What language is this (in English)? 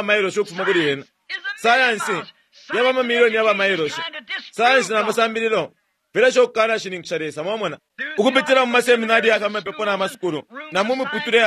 Bemba